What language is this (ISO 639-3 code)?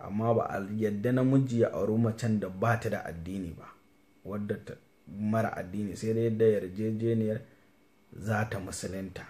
hau